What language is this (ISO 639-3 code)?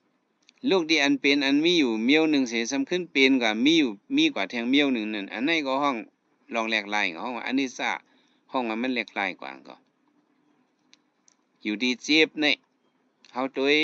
shn